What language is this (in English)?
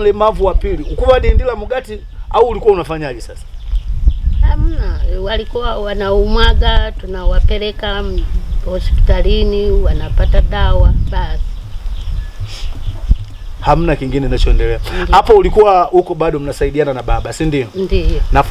Swahili